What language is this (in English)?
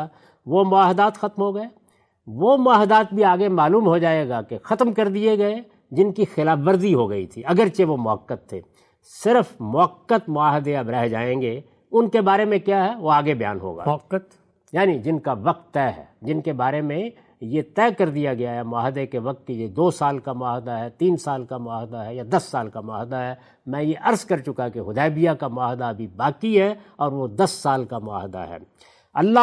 Urdu